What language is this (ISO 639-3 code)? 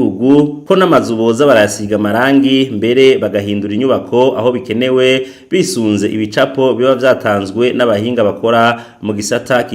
run